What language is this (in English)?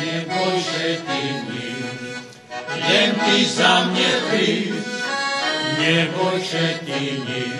Rusyn